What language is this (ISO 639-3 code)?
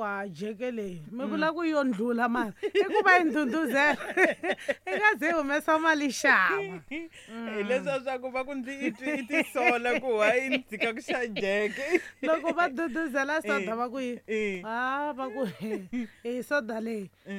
tso